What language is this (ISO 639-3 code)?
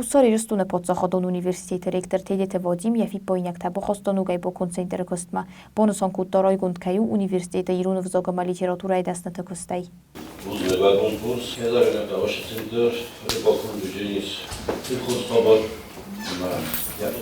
oss